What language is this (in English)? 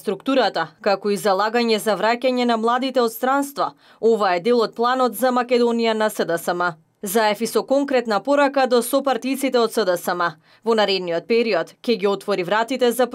Macedonian